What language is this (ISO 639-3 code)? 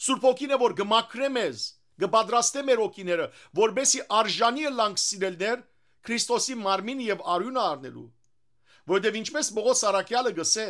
hyw